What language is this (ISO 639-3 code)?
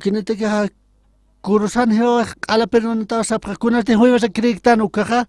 aym